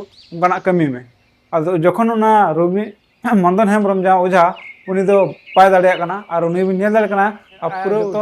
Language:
Santali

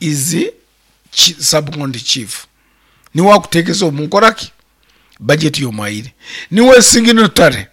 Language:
Nyankole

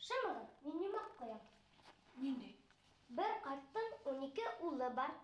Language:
Bashkir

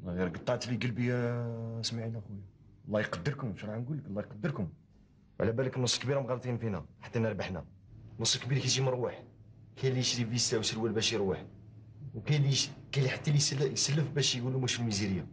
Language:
Algerian Arabic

